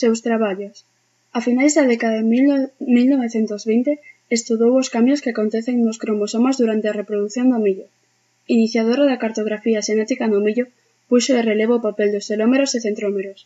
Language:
Galician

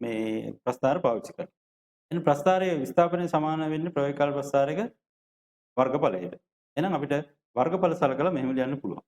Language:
Sinhala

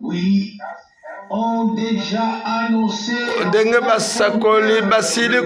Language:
Lingala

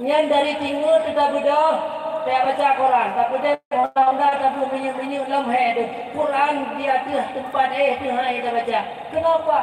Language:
Achinese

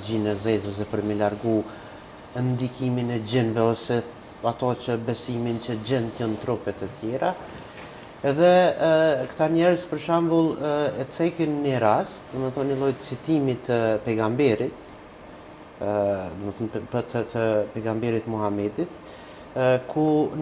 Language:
Albanian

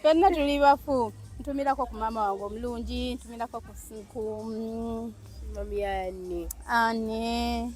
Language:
Ganda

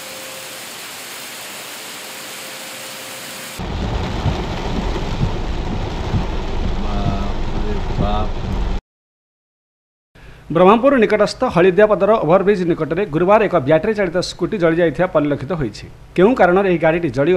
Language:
Odia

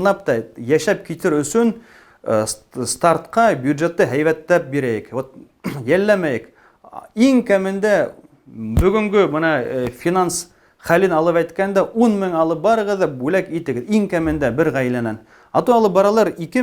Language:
Bashkir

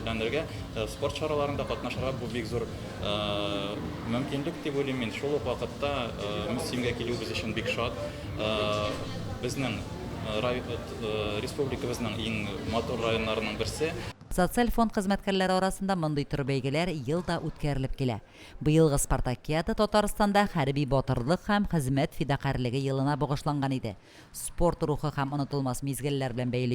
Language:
Tatar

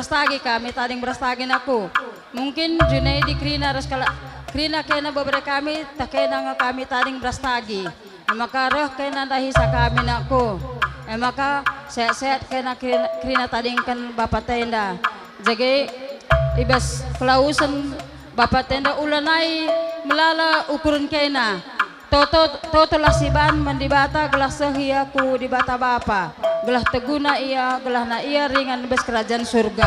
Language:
Batak Karo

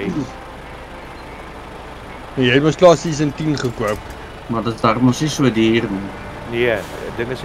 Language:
Afrikaans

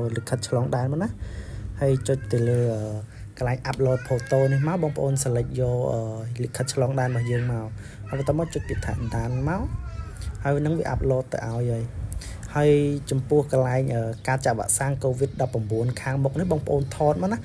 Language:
Khmer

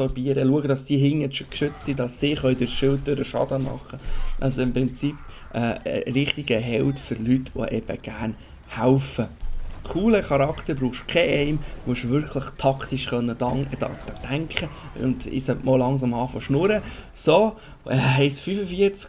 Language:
Swiss German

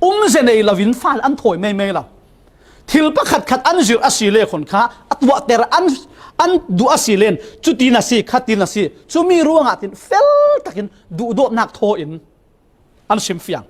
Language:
Falam Chin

